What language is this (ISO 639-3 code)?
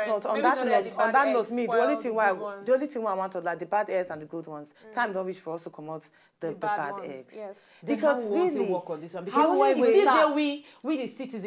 pcm